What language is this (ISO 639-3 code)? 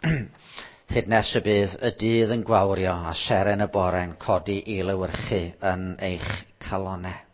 cym